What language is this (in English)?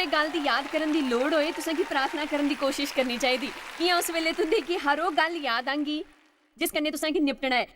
Dogri